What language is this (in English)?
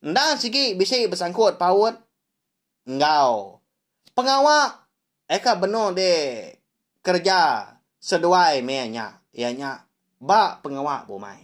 Iban